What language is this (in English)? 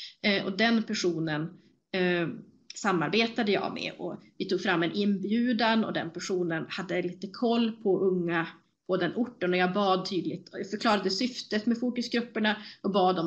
Swedish